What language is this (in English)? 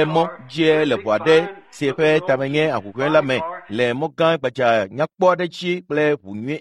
Ewe